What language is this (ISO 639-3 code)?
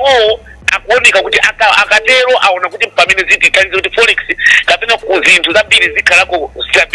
nya